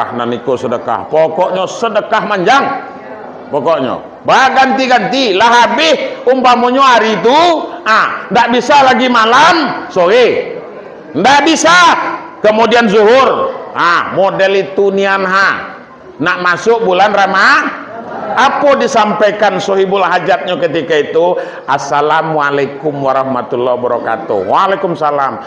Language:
Minangkabau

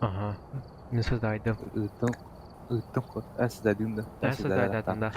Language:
Yakut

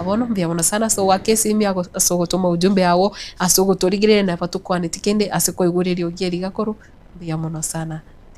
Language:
Gusii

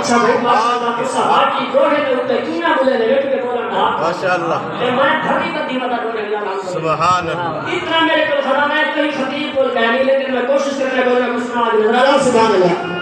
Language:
Saraiki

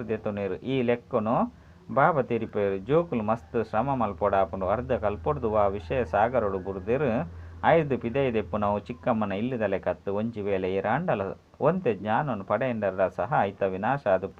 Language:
Tulu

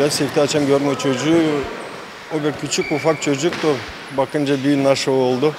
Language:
Gagauz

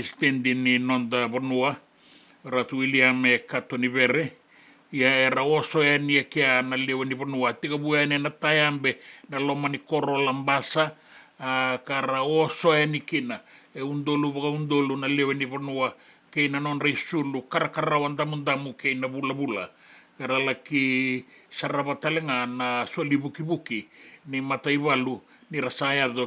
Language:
Fijian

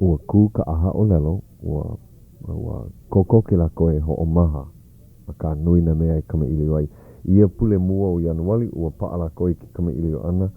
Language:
Hawaiian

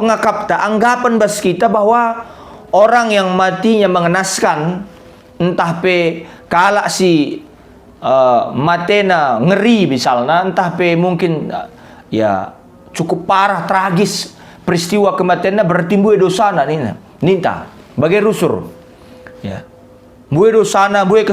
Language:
Batak Karo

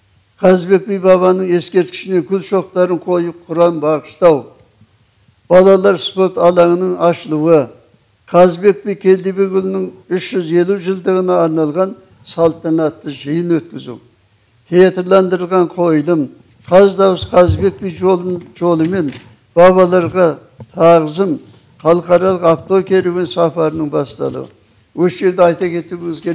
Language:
Kazakh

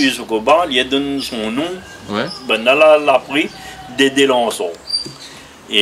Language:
Réunion Creole French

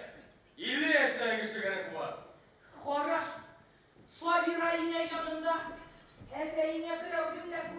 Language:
Bashkir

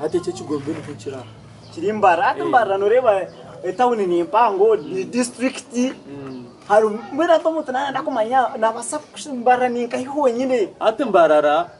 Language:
Nyankole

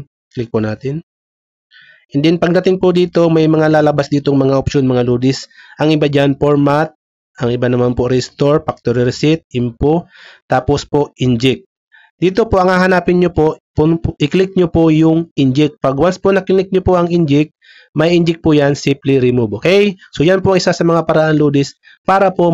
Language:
Filipino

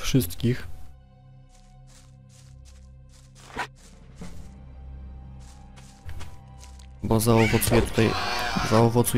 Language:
Polish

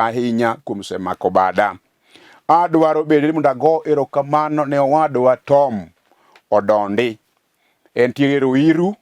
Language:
Luo (Kenya and Tanzania)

